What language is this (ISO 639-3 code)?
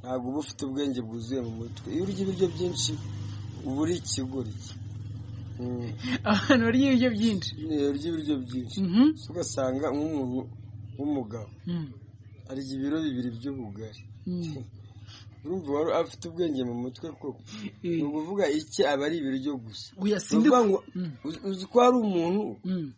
kin